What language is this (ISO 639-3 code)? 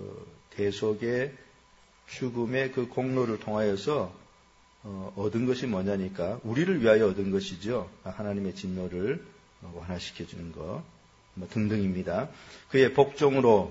kor